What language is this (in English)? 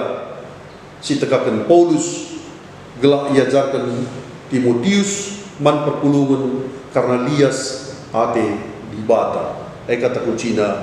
Batak Karo